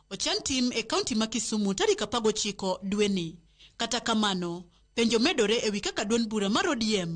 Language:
Luo (Kenya and Tanzania)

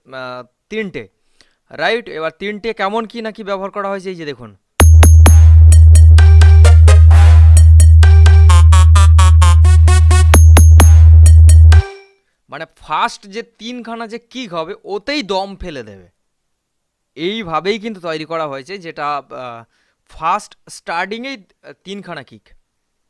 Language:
Bangla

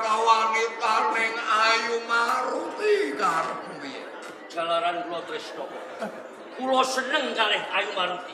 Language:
Javanese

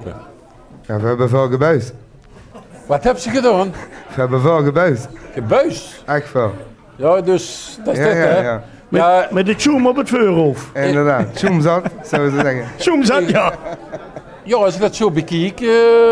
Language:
Limburgish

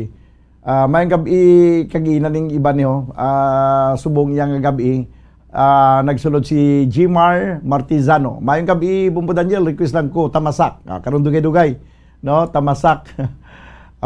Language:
Hiligaynon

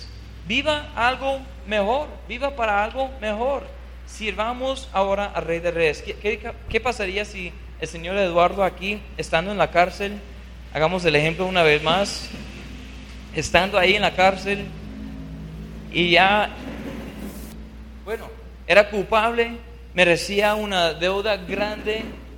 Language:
Spanish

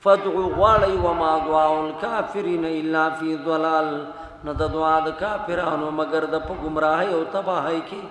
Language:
Pashto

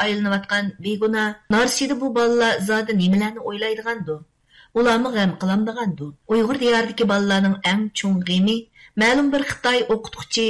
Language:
Uyghur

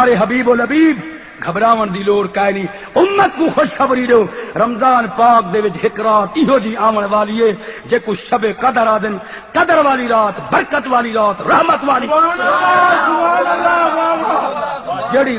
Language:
Saraiki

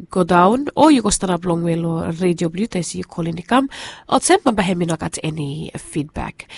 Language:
Bislama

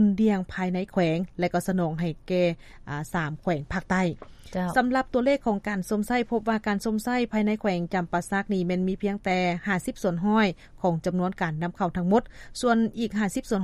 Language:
Lao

